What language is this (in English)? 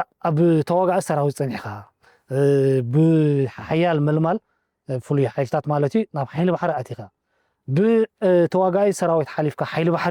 Tigrinya